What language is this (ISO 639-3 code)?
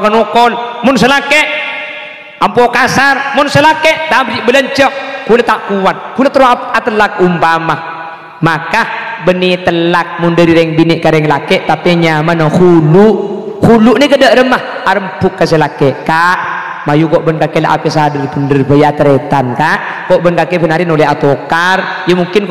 mad